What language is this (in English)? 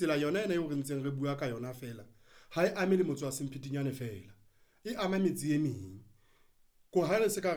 Southern Sotho